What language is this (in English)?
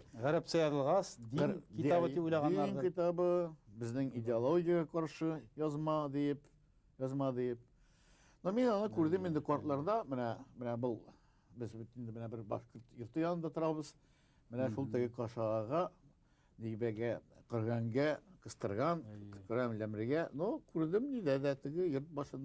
Bashkir